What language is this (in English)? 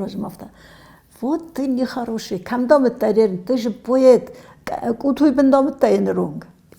Ossetic